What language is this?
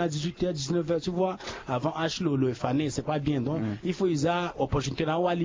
Sango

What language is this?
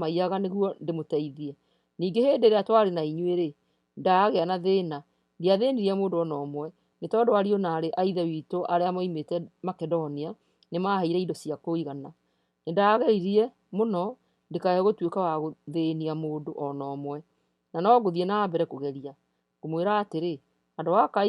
Kikuyu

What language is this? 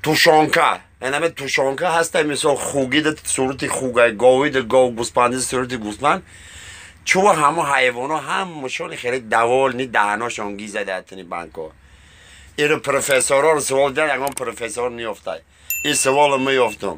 Tajik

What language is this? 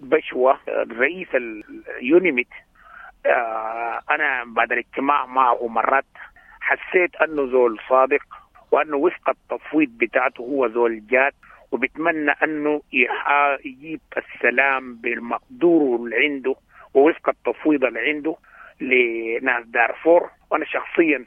Sudanese Arabic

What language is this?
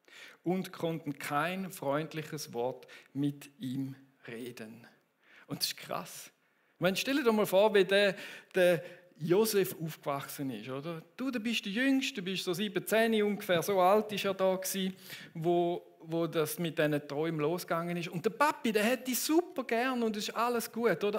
Swiss German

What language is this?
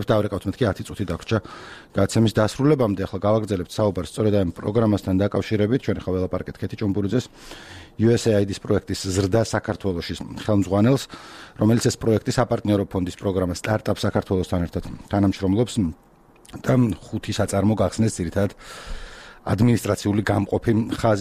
Georgian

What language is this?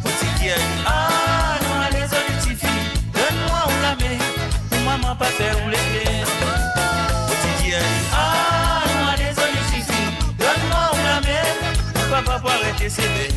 Morisyen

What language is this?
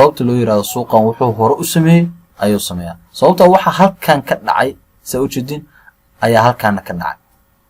Somali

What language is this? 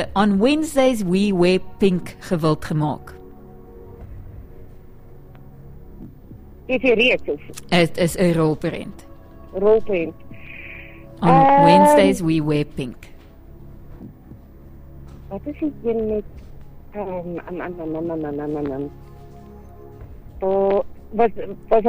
Afrikaans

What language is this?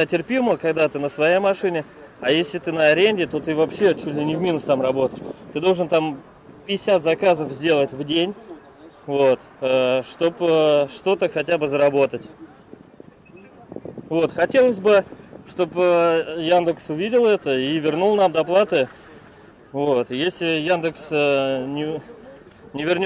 Russian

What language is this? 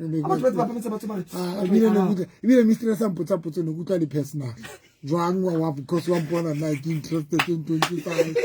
Southern Sotho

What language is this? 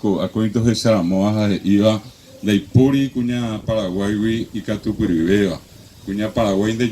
Guarani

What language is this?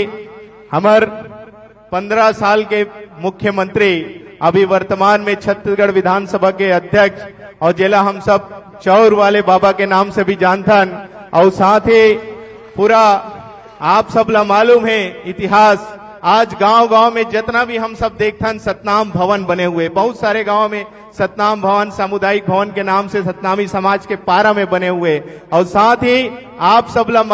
Chhattisgarhi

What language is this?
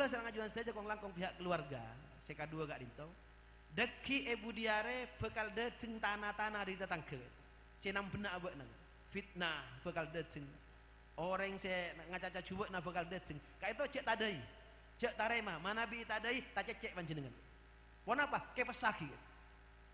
Madurese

